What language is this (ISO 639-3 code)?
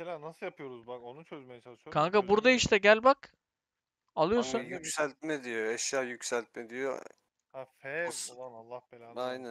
tur